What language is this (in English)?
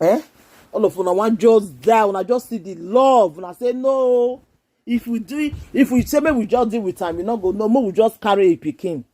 Nigerian Pidgin